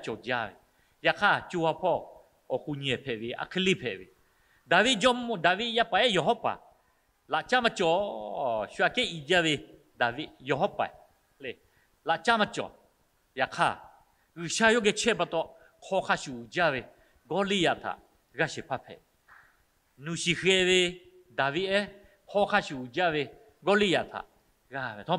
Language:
Lahu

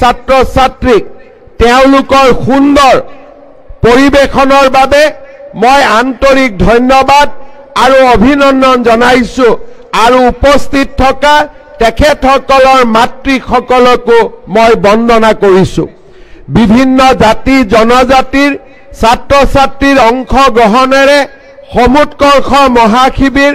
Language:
Assamese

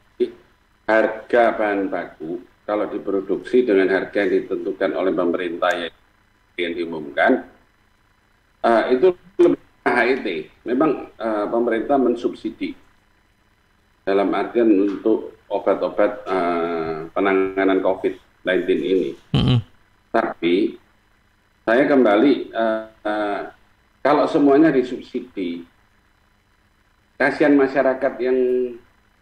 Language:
Indonesian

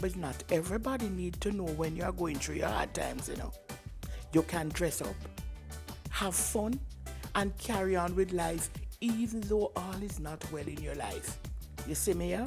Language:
Jamaican Creole English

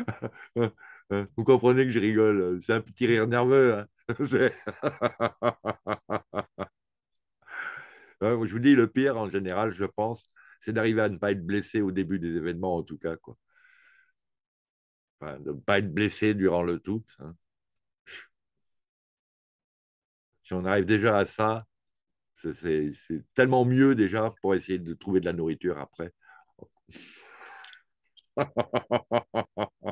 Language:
French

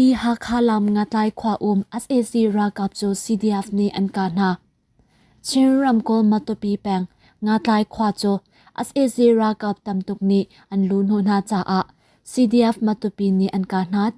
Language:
Hakha Chin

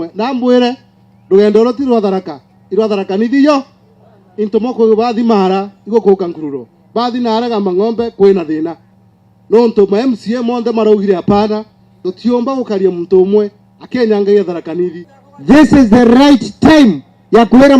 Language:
Meru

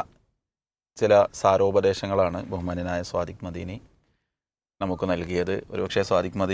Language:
Malayalam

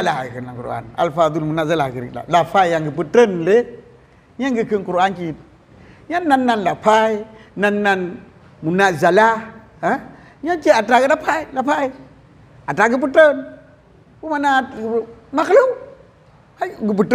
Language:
Achinese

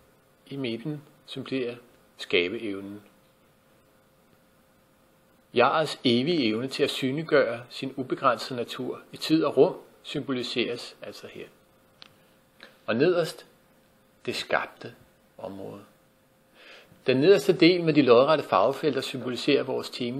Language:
Danish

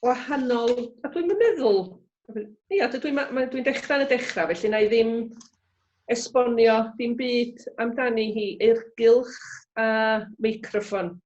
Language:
Welsh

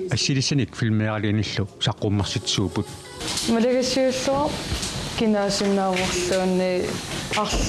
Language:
Kalaallisut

